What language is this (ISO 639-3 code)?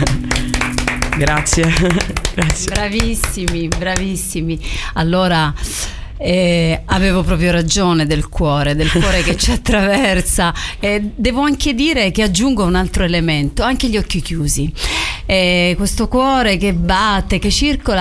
ita